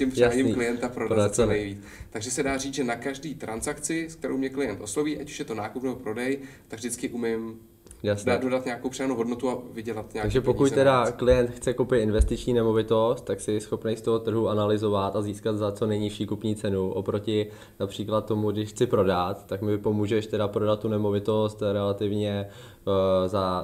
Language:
Czech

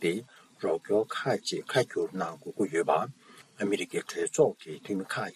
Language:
Tibetan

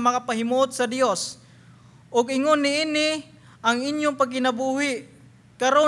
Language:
Cebuano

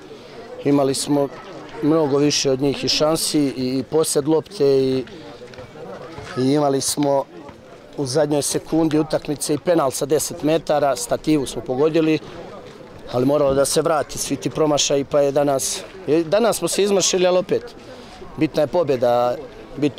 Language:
Serbian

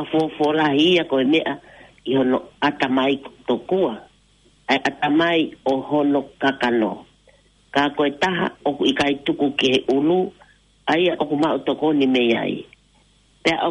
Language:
Tongan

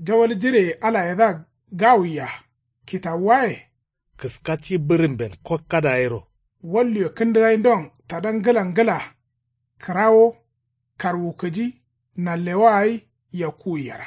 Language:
Kanuri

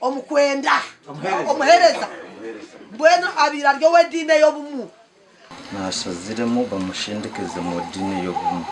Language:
Nyankole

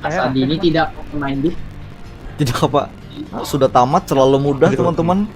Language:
Banjar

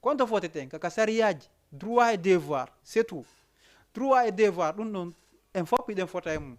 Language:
Fula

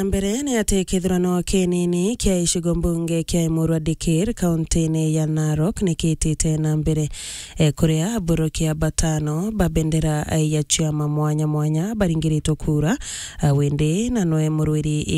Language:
Meru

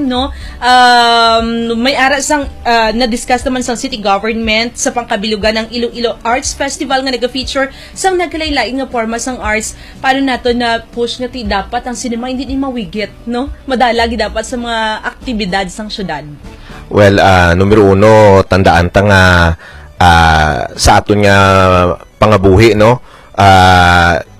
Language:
Hiligaynon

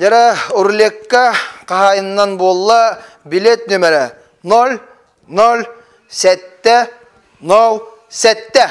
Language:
Yakut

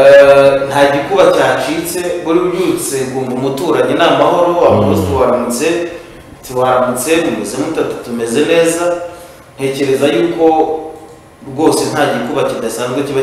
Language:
Kinyarwanda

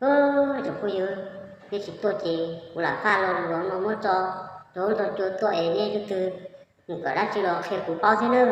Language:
Hmong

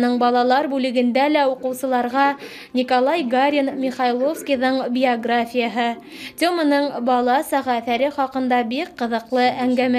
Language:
Bashkir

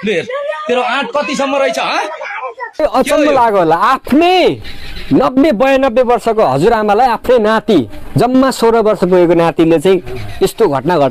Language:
Nepali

